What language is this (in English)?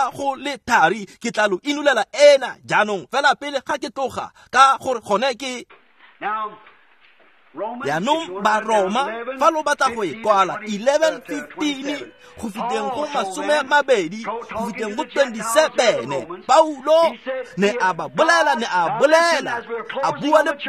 Tswana